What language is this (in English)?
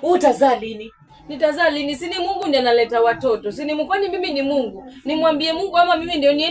Swahili